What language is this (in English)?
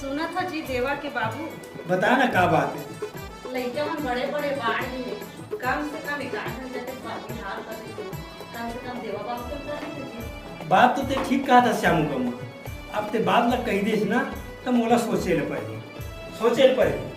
Chhattisgarhi